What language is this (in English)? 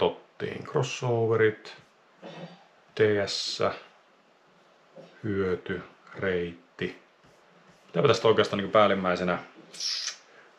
Finnish